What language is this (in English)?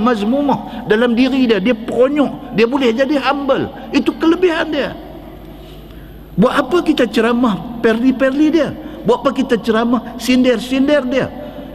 Malay